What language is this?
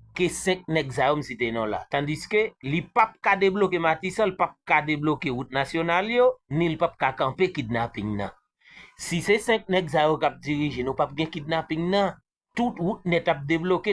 Haitian Creole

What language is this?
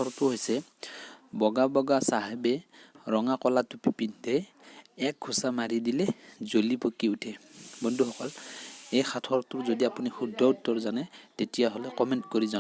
Assamese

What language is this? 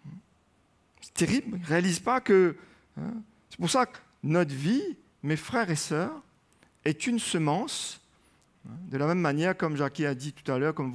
French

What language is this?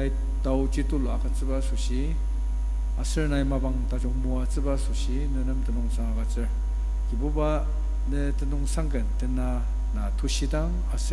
Ao Naga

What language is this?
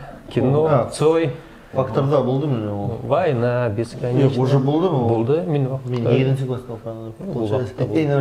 Bashkir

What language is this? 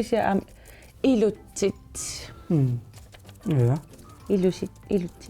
Kalaallisut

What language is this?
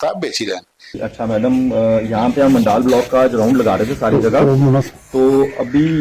Dogri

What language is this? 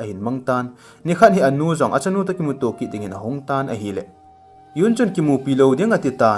Thado Chin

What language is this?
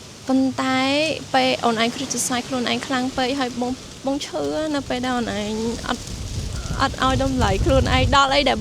Khmer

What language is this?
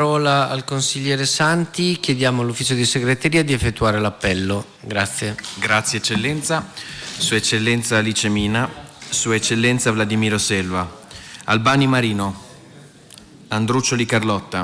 Italian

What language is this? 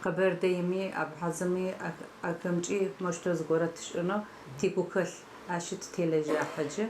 Adyghe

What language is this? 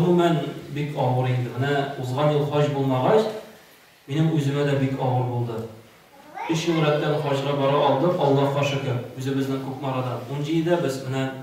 Tatar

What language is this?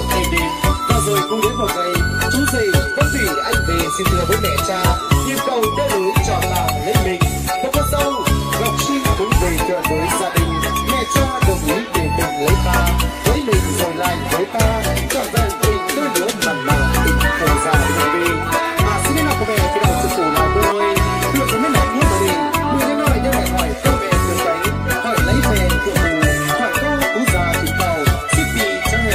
Vietnamese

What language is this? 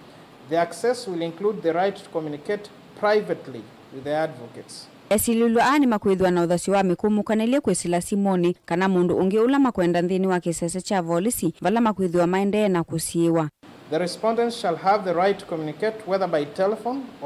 Kamba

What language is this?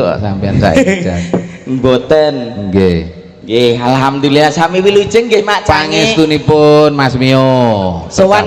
Javanese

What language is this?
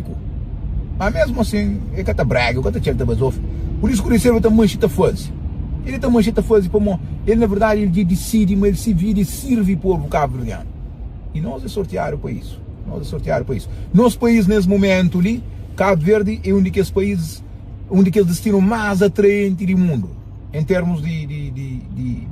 Kabuverdianu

